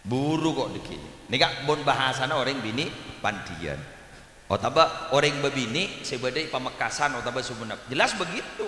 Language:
Madurese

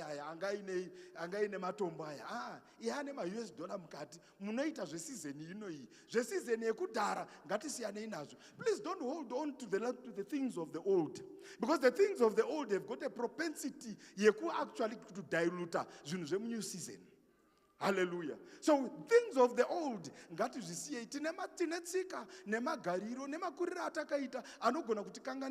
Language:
Shona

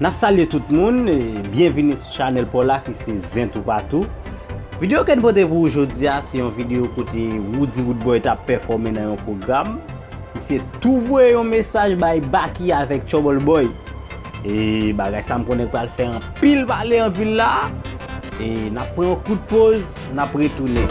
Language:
Haitian Creole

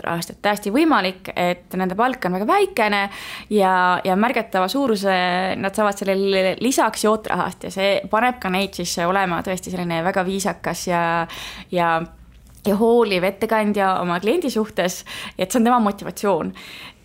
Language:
Estonian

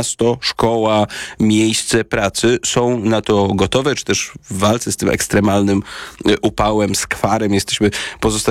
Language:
Polish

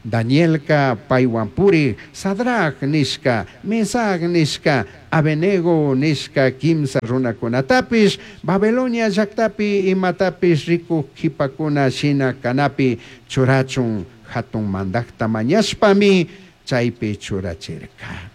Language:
Chimborazo Highland Quichua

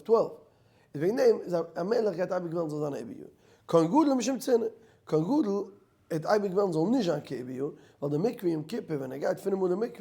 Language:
Yiddish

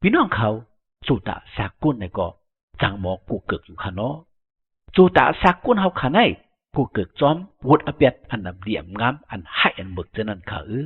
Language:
Shan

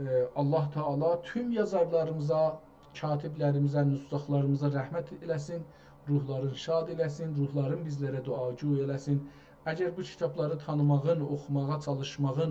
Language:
South Azerbaijani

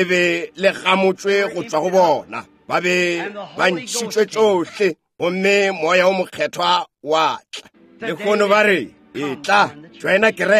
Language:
Northern Sotho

